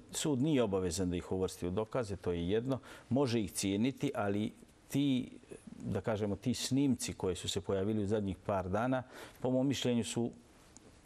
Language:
Bosnian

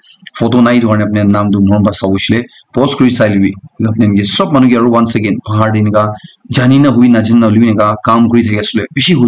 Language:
Naga Pidgin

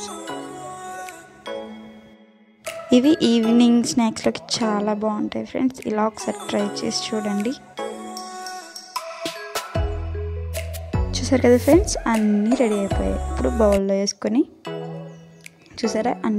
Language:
Telugu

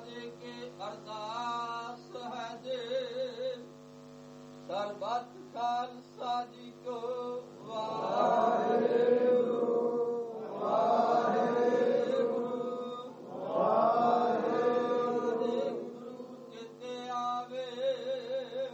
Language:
Punjabi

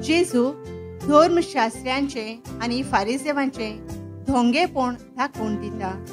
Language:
Konkani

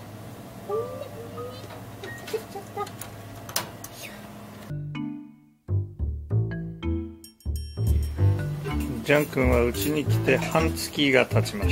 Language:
Japanese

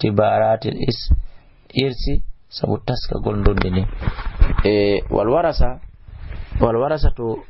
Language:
Fula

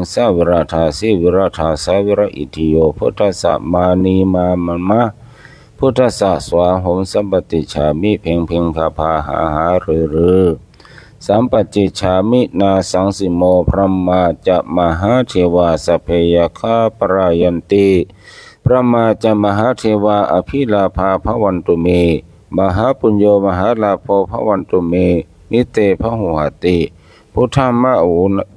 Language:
Pali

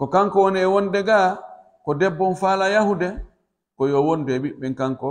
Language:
Pular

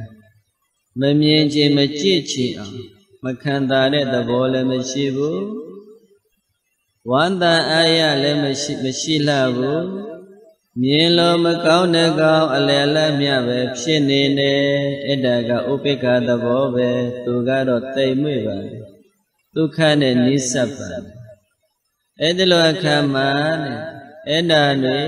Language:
Burmese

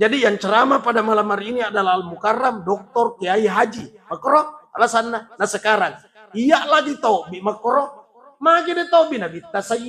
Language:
Buginese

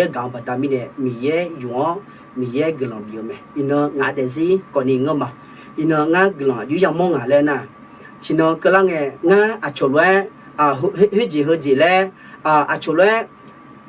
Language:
Akha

